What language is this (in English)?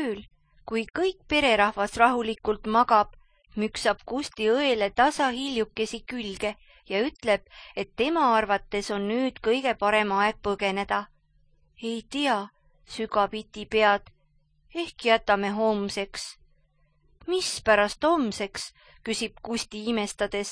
Estonian